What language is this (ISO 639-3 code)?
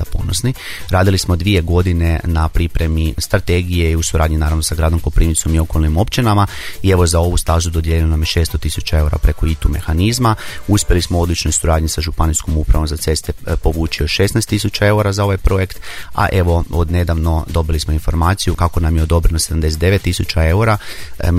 hrv